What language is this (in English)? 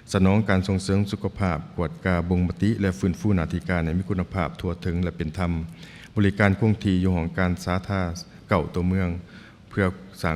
Lao